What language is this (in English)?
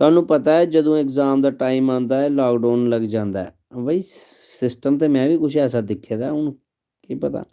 Dogri